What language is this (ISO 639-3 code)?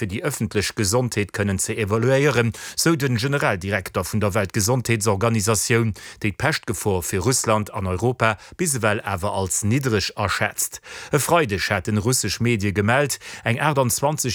ltz